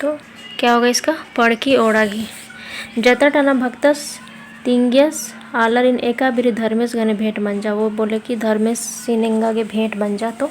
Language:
Kurukh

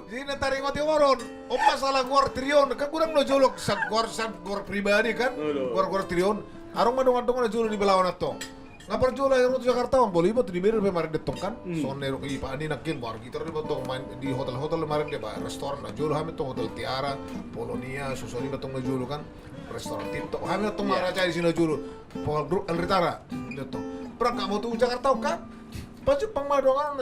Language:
Batak Toba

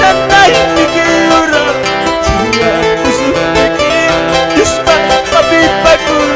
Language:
Quechua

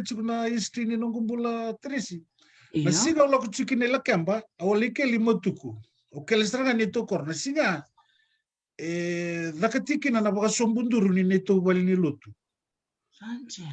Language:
Fijian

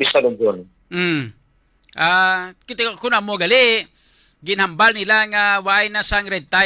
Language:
Hiligaynon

